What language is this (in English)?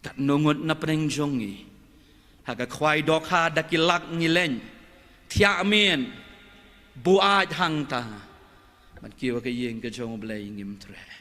Khasi